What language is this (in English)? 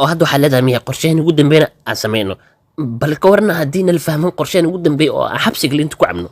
Somali